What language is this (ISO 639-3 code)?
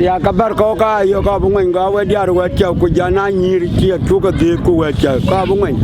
din